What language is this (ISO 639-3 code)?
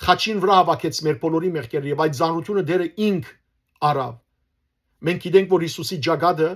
hyw